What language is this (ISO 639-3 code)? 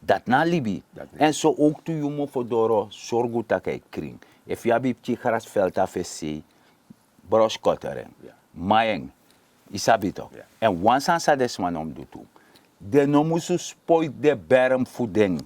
srn